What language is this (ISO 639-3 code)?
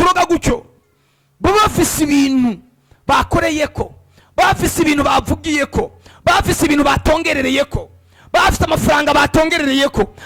run